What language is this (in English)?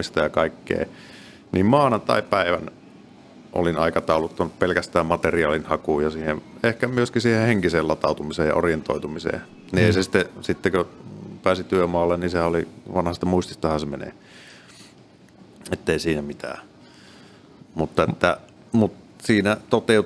Finnish